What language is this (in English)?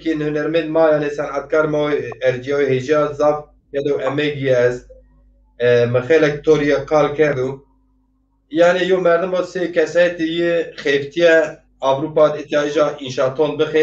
Zaza